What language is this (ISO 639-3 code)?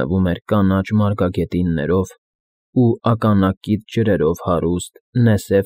hye